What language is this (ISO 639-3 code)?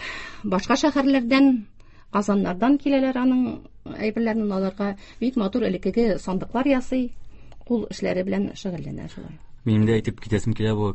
tat